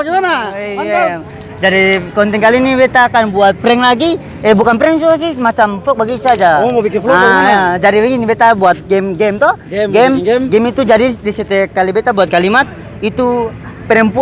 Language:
Ambonese Malay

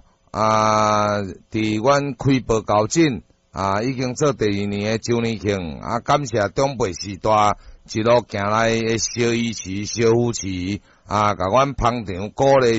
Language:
Min Nan Chinese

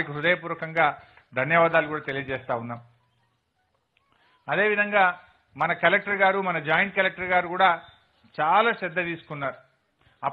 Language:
Telugu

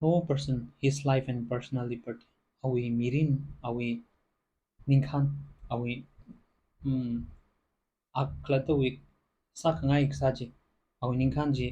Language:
Tangkhul Naga (India)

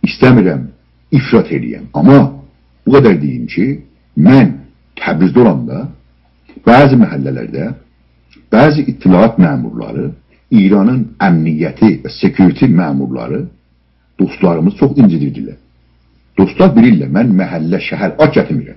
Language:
South Azerbaijani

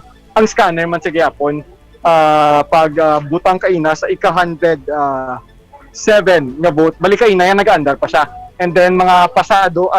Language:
Hiligaynon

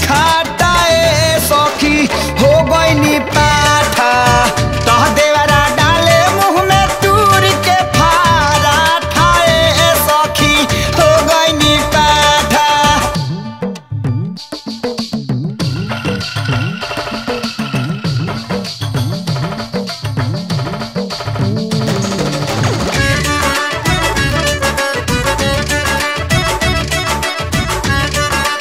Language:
Bhojpuri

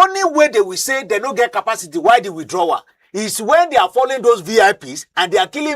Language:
Nigerian Pidgin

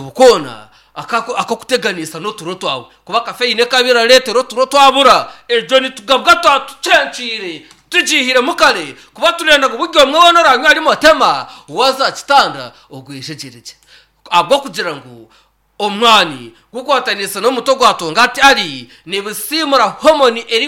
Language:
Nyankole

